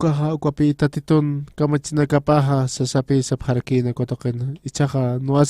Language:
Aymara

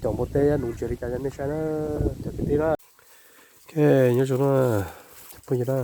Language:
Hmong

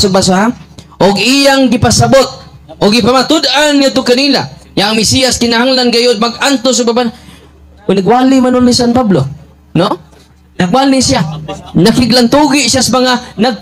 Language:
Cebuano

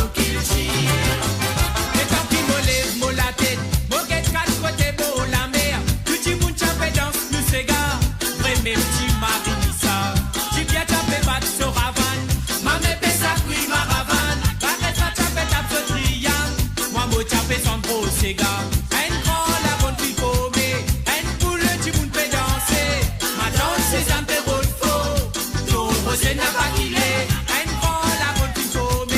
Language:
Morisyen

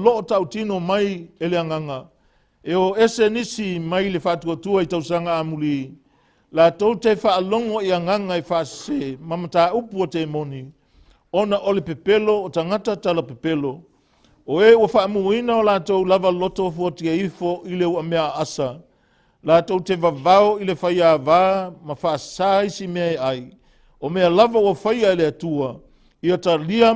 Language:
Samoan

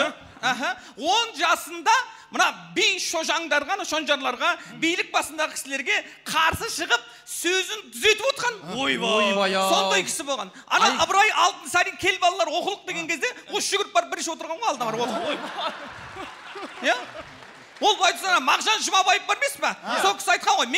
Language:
Kazakh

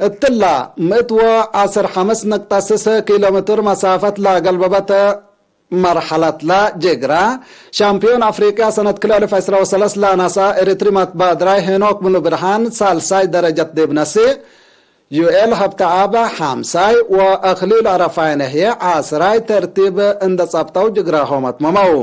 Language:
Tigre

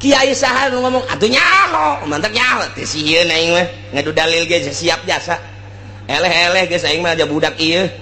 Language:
Sundanese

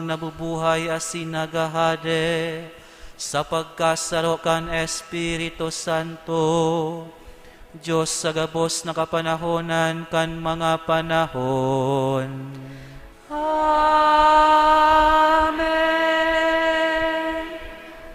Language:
Bikol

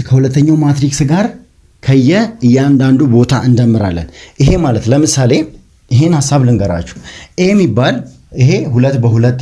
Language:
Amharic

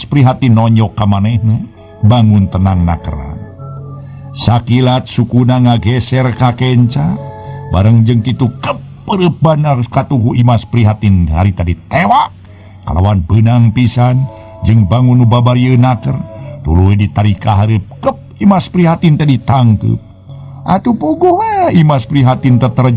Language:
Sundanese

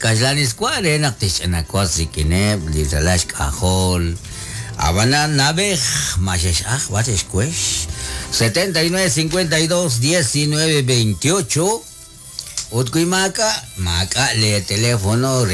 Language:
Kekchí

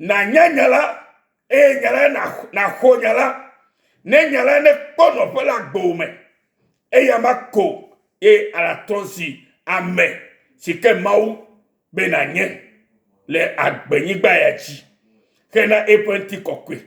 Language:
Ewe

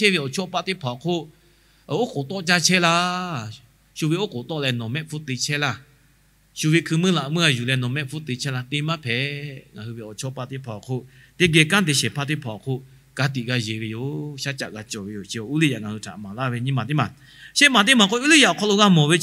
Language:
Lahu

